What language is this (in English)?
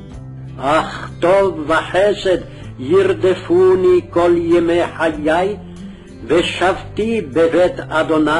Hebrew